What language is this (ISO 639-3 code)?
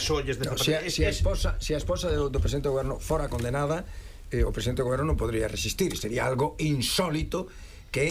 glg